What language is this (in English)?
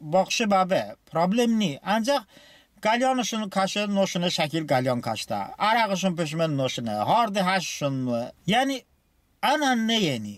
Talysh